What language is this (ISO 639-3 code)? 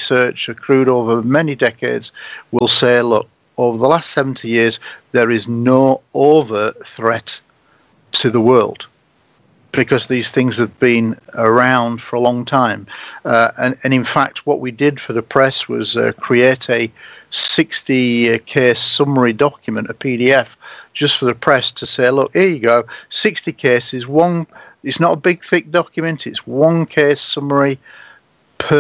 eng